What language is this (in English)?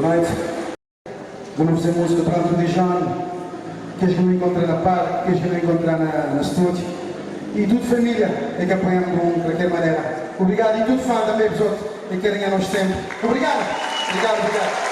Kabuverdianu